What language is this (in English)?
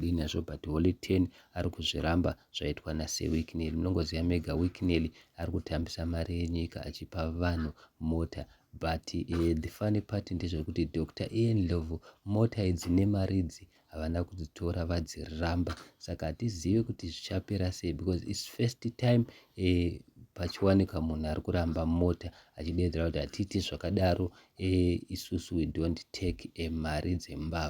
Shona